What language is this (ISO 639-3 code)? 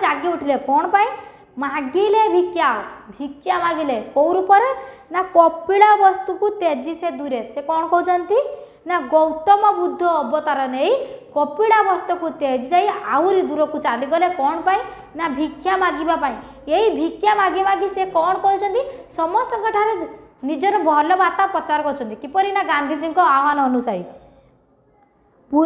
ori